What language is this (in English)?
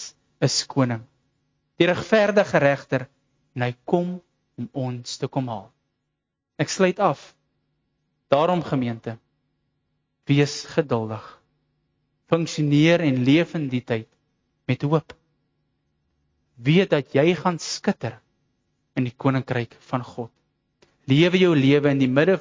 Afrikaans